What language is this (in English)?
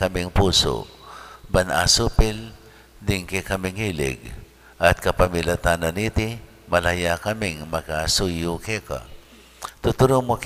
Pampanga